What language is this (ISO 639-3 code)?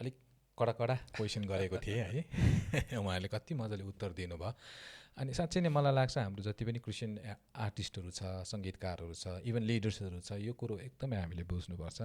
nep